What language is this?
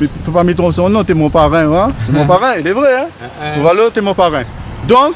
Réunion Creole French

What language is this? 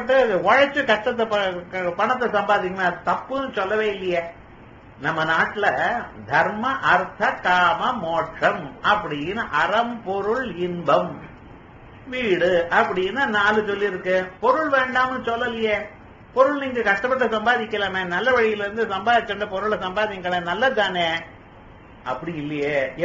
Tamil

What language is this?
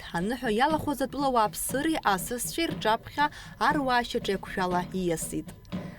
Abkhazian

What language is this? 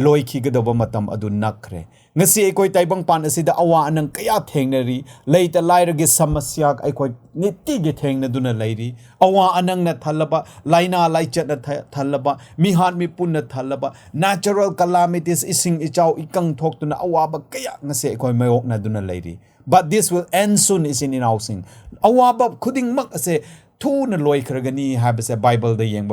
Manipuri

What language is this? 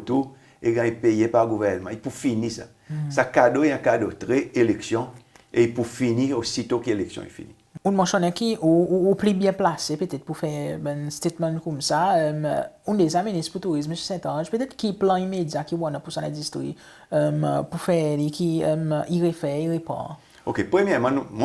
Seselwa Creole French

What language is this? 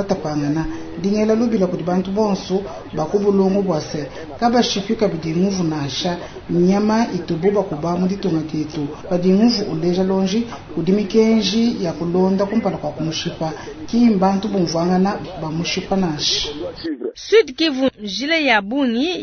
Luba-Lulua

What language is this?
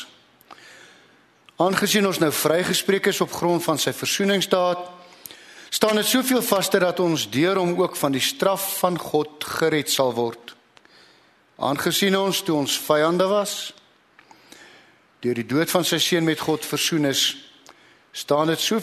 Afrikaans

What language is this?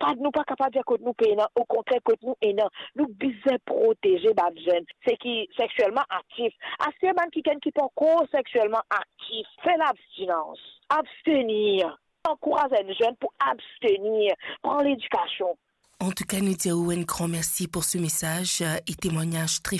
Morisyen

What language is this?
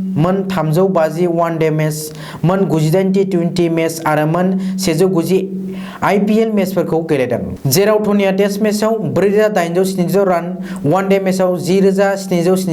Bodo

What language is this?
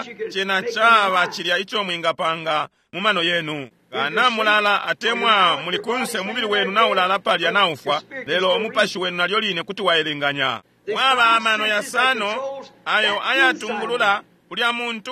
Bemba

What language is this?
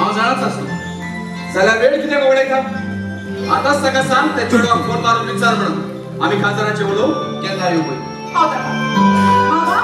Konkani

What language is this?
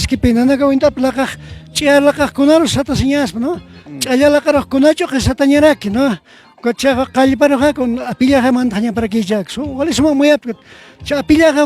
Aymara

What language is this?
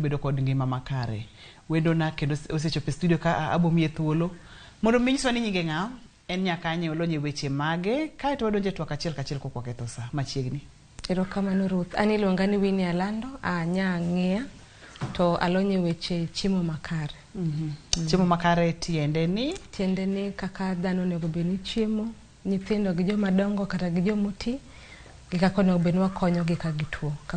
Luo (Kenya and Tanzania)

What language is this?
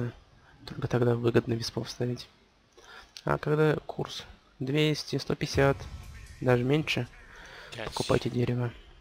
Russian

